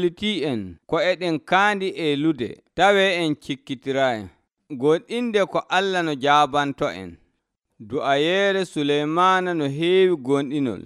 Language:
Nigerian Fulfulde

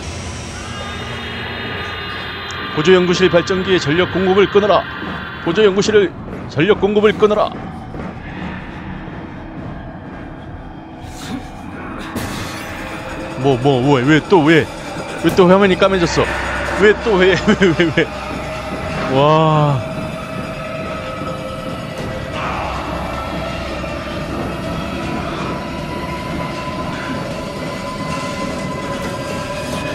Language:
Korean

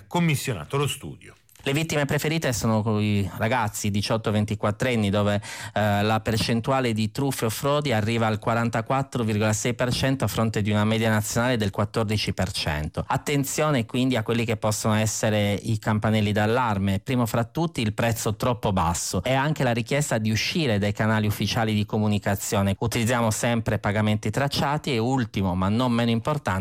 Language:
Italian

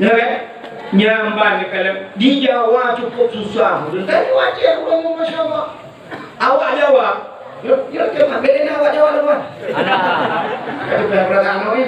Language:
Achinese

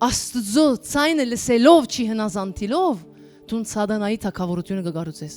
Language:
Western Armenian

